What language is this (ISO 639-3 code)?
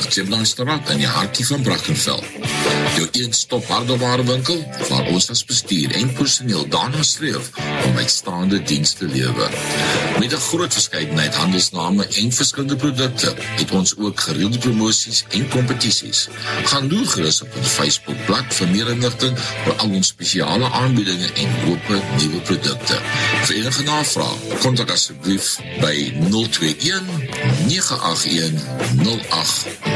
afr